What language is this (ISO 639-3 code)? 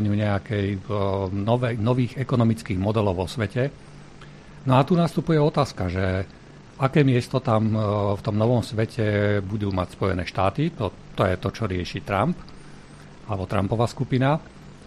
slk